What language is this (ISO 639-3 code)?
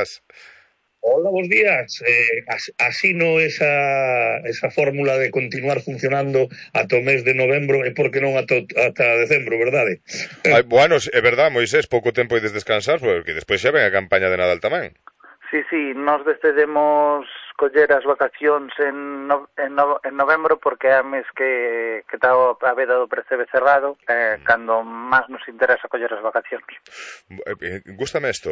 glg